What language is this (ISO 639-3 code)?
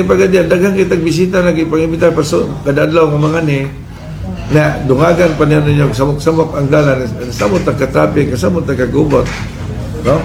ceb